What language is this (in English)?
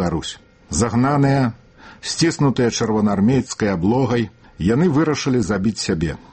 Belarusian